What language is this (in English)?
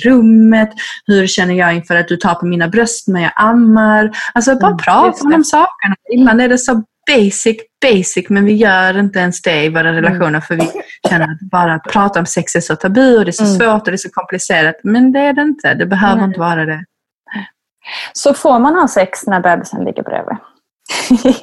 Swedish